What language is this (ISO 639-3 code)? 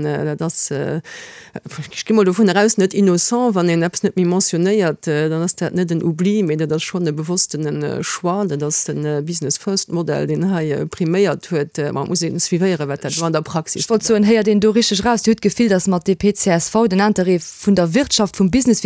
ltz